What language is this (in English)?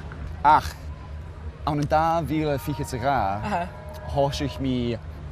Scottish Gaelic